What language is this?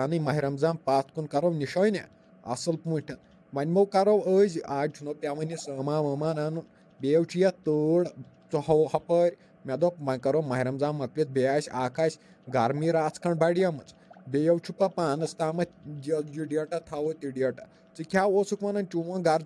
Kashmiri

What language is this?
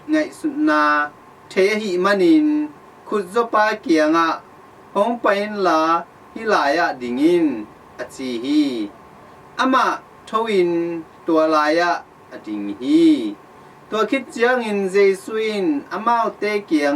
Tedim Chin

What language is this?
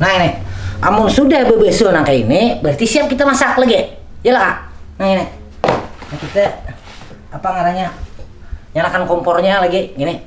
Banjar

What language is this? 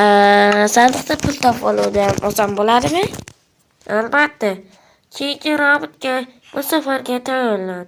Uzbek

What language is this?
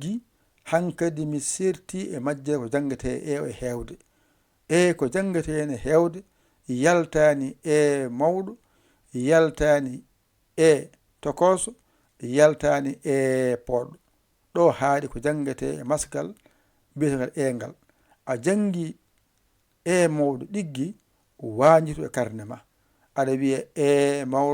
Fula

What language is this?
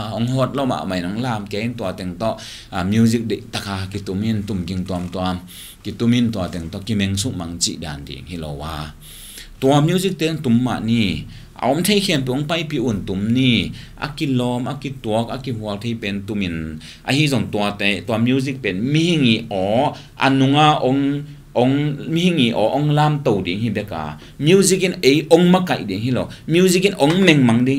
Tedim Chin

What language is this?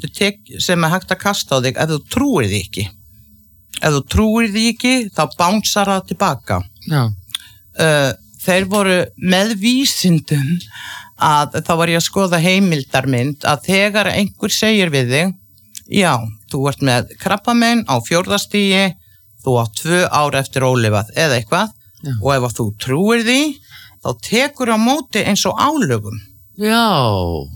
Icelandic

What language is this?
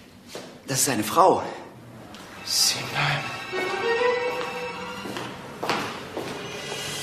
German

